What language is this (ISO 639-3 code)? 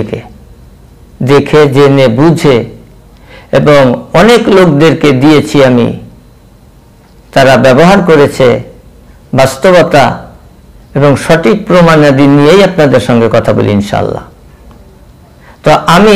ben